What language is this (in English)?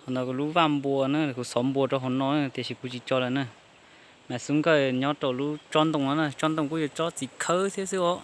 Hmong